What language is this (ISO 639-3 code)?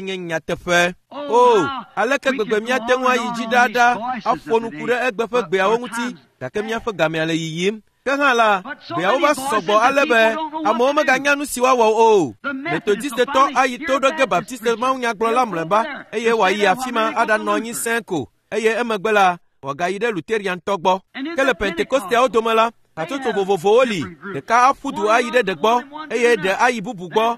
ewe